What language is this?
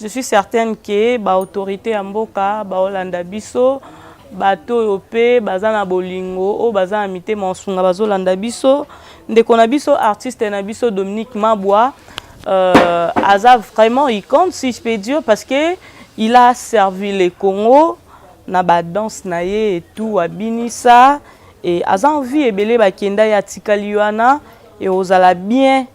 Lingala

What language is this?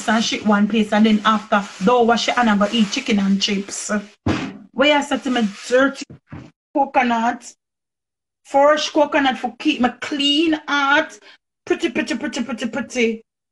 Jamaican Creole English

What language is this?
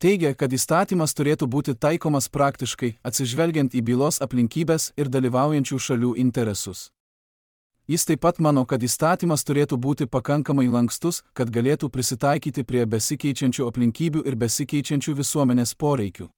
Lithuanian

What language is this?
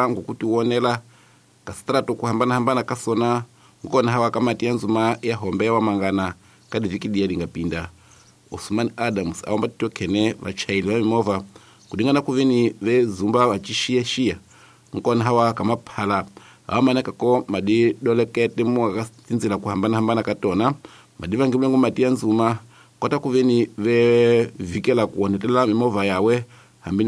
Tsonga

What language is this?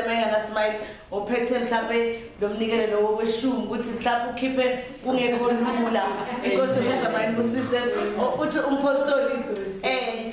Zulu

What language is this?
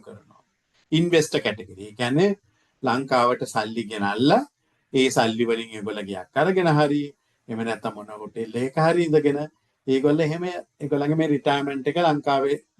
Sinhala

